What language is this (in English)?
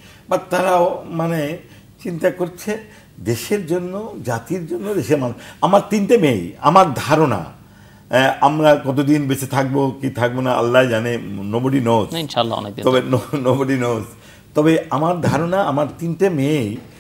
Bangla